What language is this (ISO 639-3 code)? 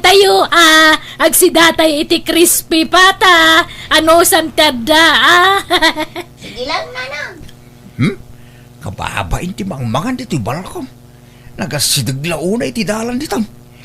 ilo